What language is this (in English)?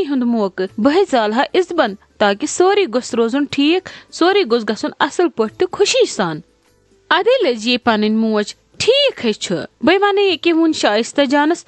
Kashmiri